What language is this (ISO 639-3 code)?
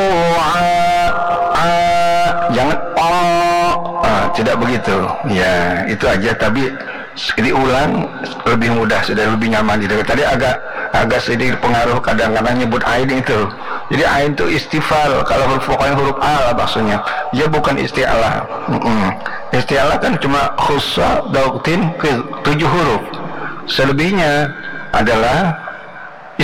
ind